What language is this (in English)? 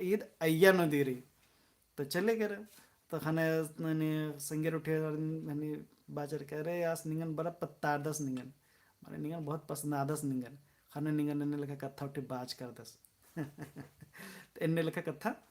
Kurukh